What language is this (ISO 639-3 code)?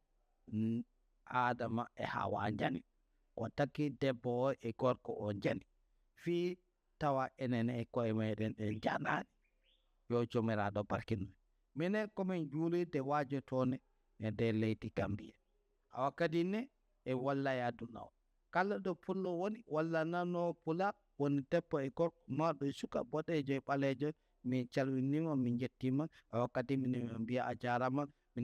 ful